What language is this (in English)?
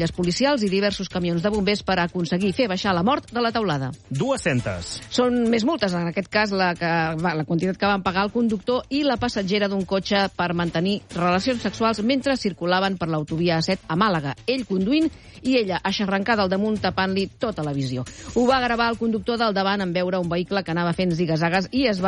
Catalan